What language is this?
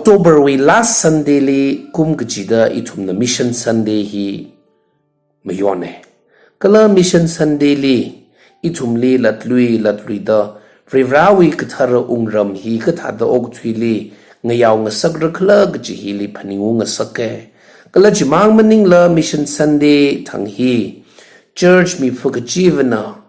Tangkhul Naga (India)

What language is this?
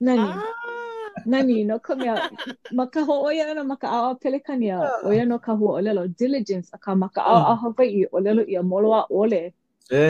Hawaiian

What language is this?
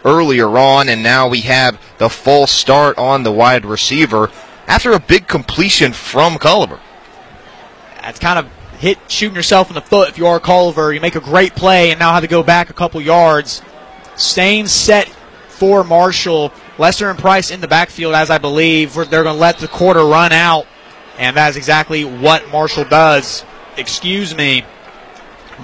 English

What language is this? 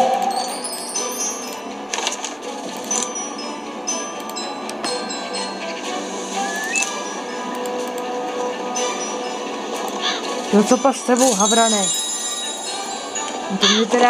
Czech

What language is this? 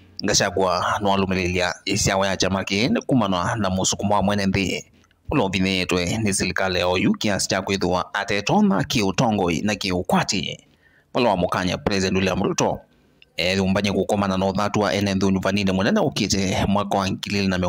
Kamba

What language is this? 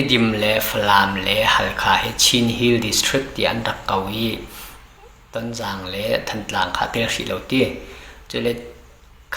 Falam Chin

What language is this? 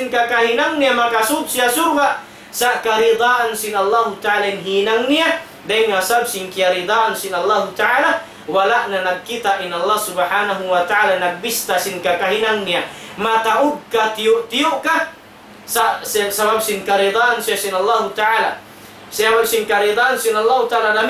Tausug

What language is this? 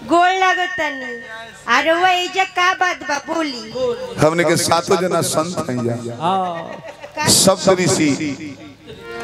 Bhojpuri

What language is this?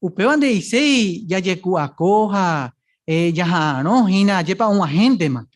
Guarani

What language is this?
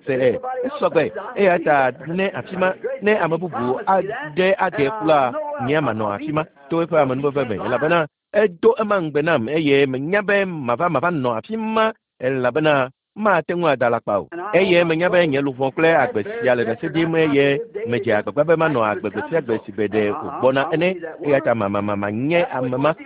Ewe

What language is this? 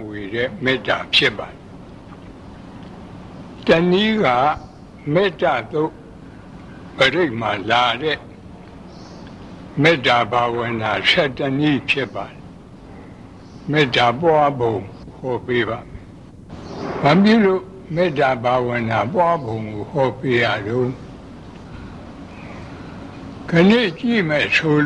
Burmese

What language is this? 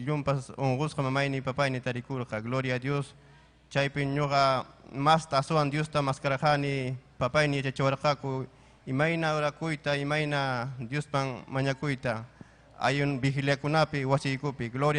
Ayacucho Quechua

